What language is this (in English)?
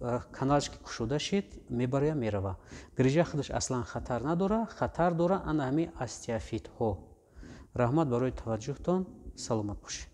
Tajik